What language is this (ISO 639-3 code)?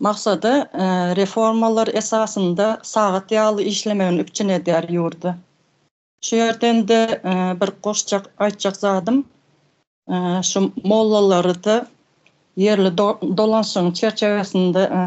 tuk